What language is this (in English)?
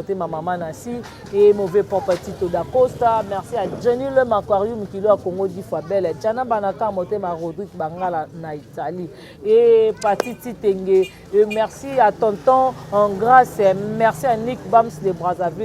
Lingala